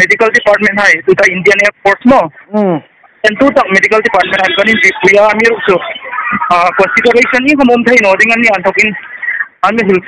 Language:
Hmar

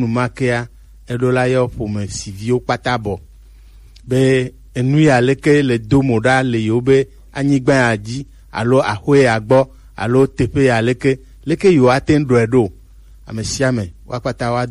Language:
Gen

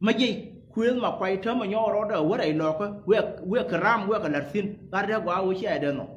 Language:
Nuer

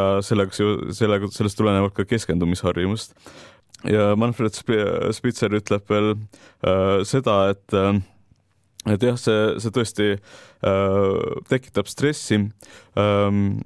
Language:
Estonian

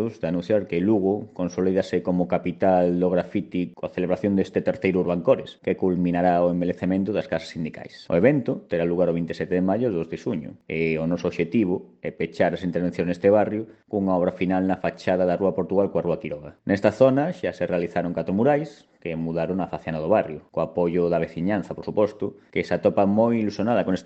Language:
Galician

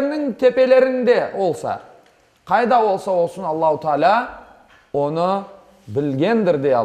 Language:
Crimean Tatar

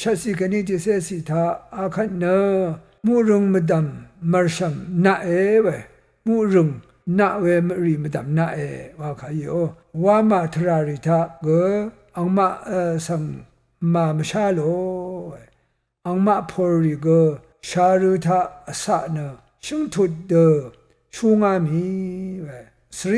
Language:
Rawang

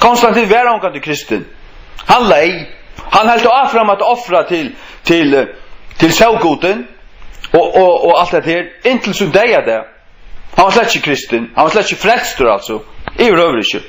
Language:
Faroese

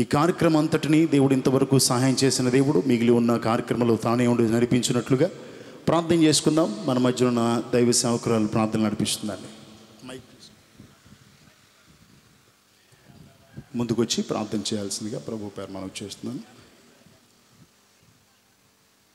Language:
Telugu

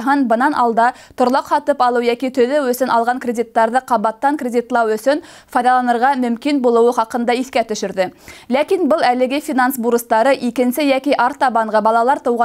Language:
Bashkir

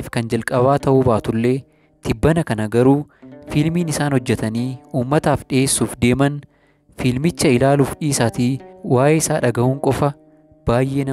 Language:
Oromo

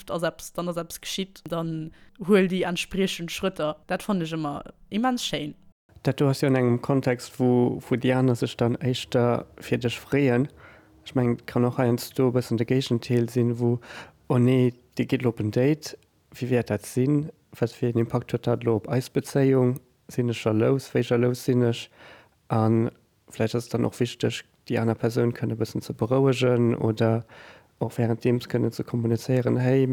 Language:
Luxembourgish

